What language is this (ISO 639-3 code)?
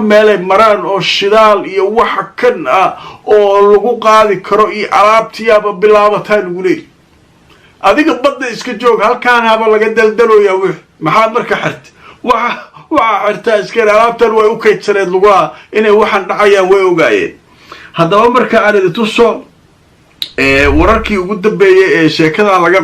som